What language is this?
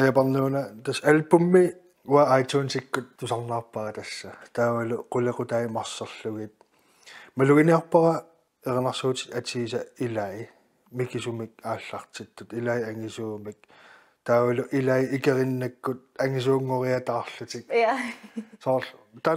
Kalaallisut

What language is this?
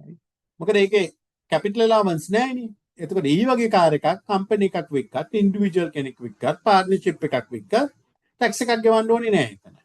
Sinhala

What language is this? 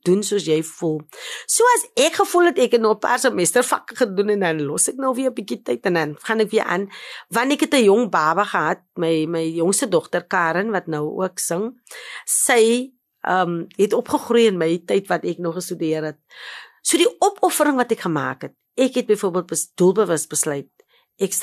Afrikaans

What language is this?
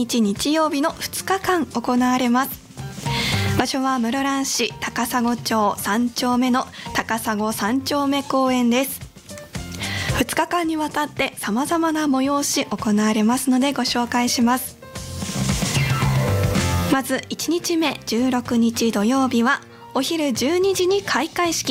Japanese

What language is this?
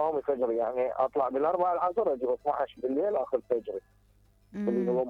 Mesopotamian Arabic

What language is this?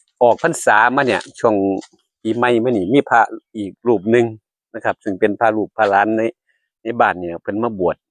Northeastern Thai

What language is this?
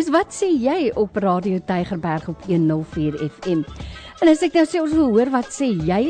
Afrikaans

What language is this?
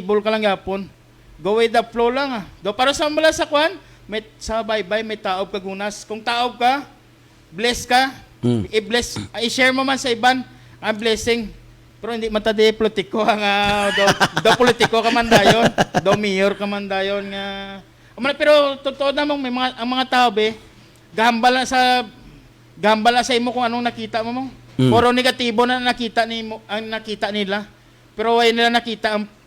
Hiligaynon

